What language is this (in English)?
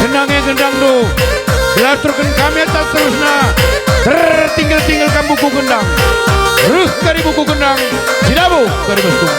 Batak Karo